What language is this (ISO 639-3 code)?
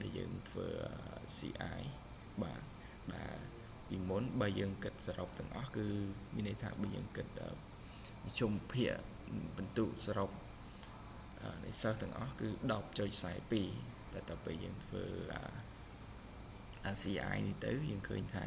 khm